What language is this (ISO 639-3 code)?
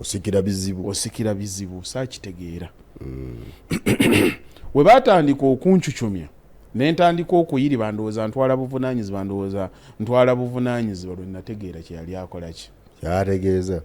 lug